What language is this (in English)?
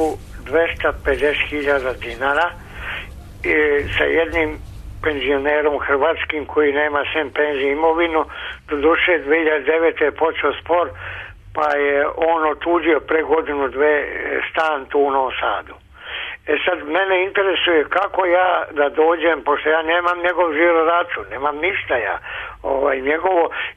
Serbian